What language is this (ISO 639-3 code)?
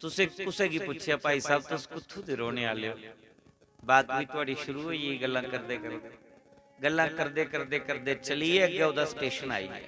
doi